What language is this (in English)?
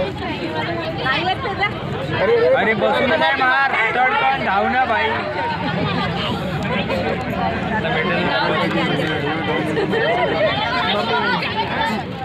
Marathi